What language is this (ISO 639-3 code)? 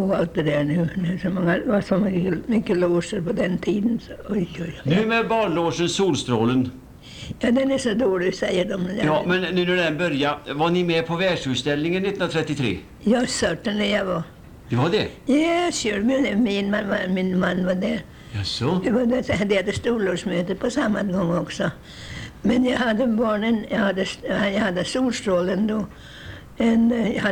swe